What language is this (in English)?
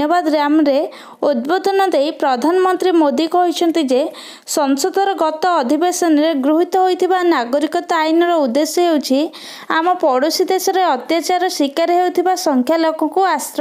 Odia